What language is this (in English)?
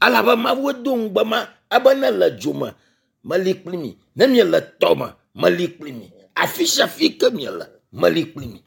Ewe